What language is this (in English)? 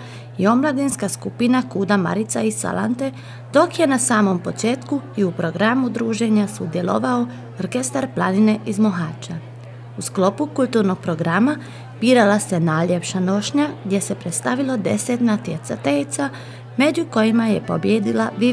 Croatian